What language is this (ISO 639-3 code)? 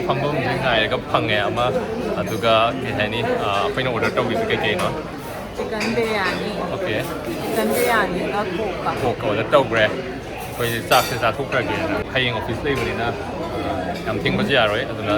mni